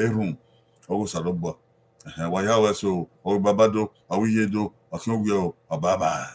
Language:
Bini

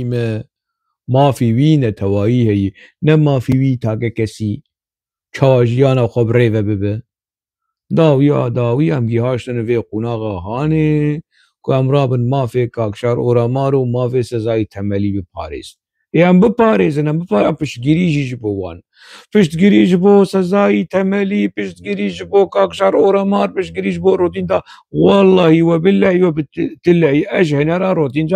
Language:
Kurdish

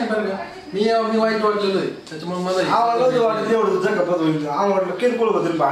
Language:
Marathi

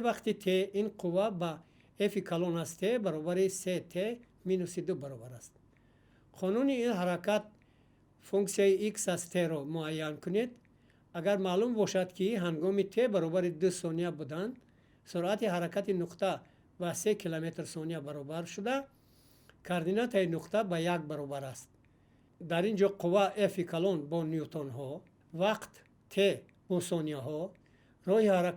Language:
Tajik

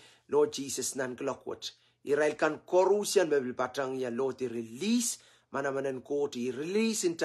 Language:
Pohnpeian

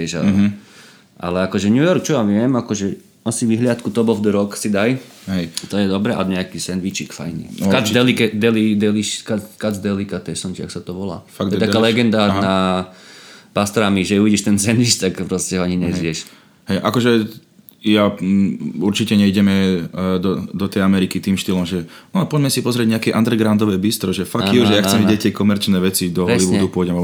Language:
Slovak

